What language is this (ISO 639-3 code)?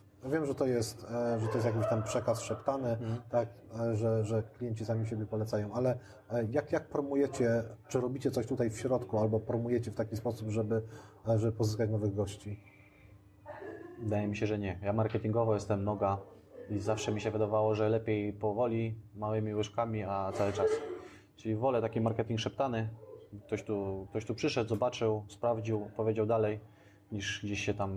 pol